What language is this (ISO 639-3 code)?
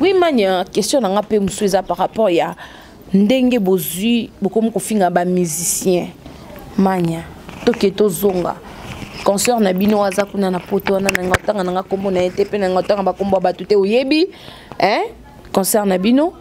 lin